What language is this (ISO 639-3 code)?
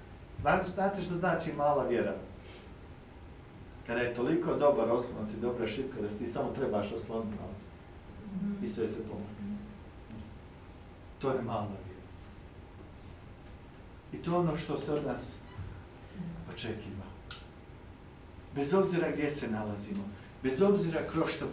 hrv